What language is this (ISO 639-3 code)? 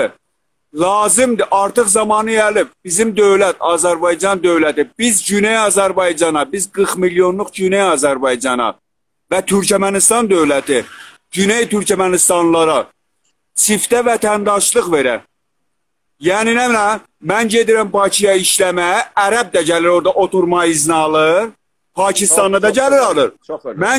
azb